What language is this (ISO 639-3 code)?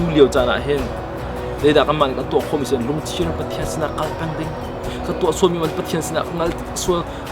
cnh